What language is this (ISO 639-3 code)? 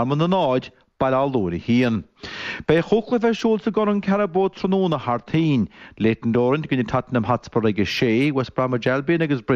gle